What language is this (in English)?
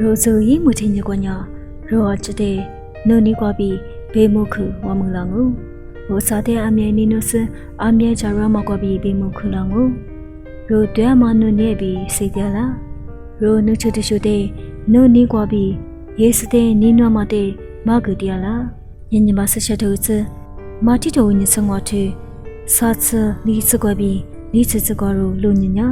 Lisu